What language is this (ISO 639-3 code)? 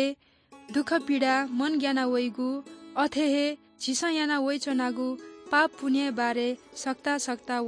new